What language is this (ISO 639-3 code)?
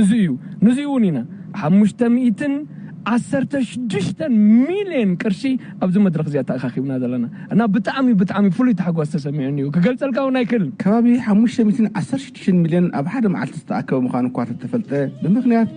tir